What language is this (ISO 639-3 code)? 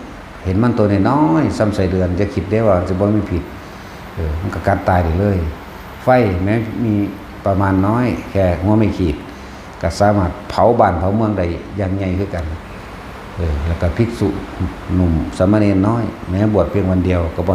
lao